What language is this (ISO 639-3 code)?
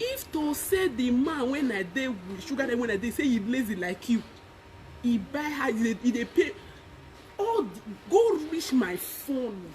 pcm